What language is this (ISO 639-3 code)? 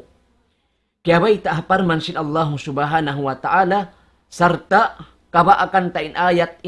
tsg